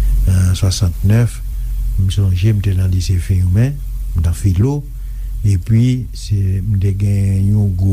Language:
Haitian Creole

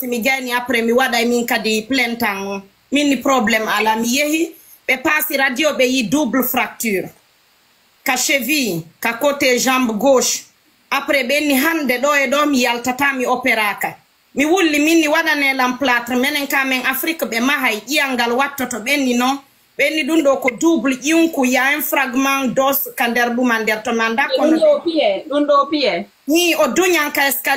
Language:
Fula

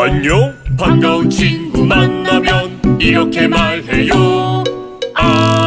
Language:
Korean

